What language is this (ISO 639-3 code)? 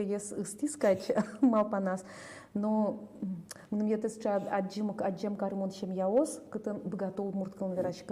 udm